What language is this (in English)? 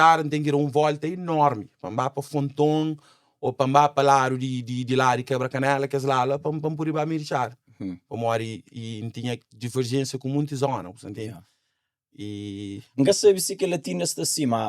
Kabuverdianu